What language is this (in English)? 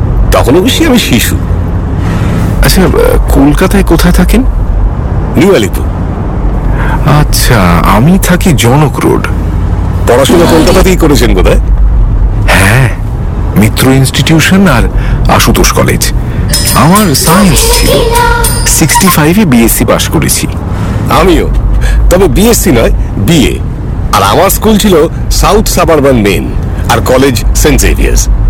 Bangla